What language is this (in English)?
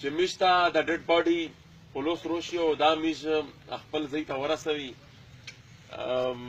Pashto